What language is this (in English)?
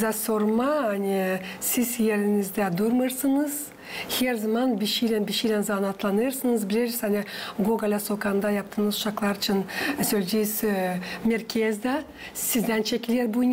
Gagauz